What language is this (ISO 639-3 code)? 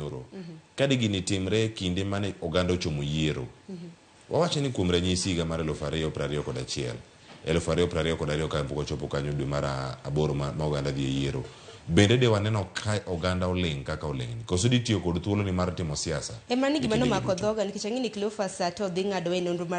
luo